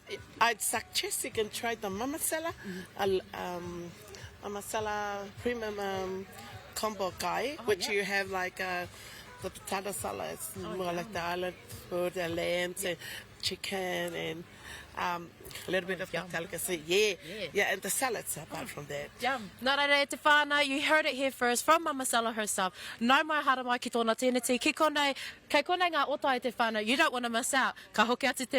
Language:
Māori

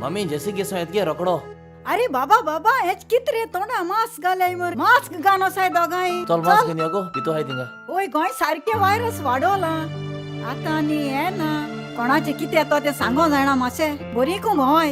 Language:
Konkani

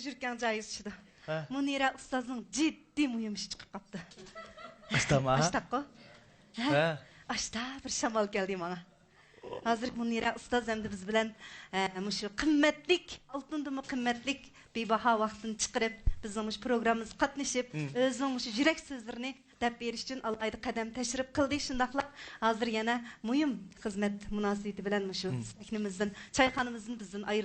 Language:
Uyghur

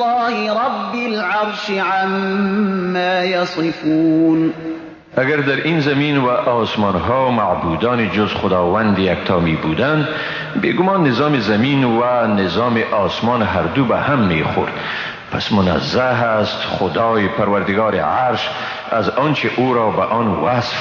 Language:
Tajik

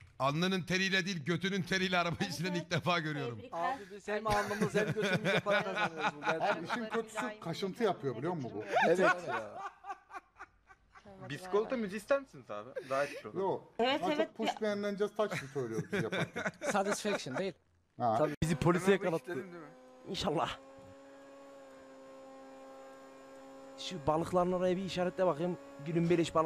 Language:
Turkish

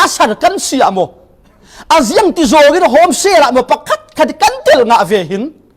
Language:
Falam Chin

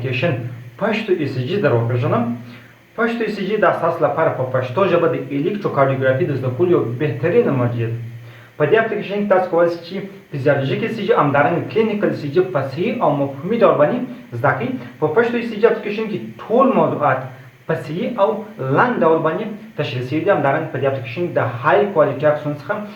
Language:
Pashto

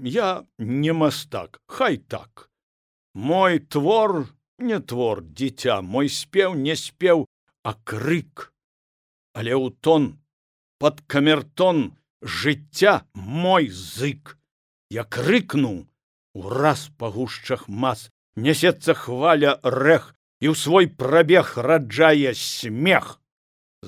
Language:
Belarusian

